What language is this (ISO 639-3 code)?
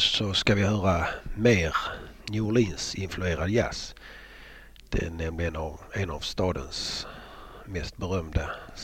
swe